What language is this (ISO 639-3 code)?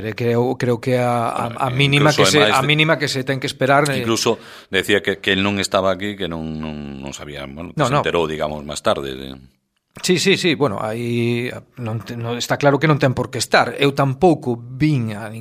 glg